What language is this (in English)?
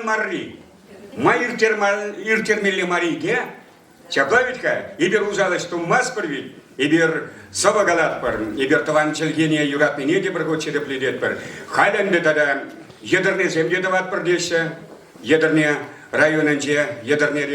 Chuvash